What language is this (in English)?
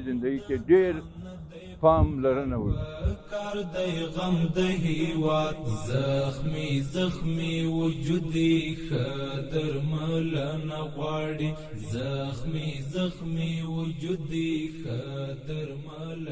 Pashto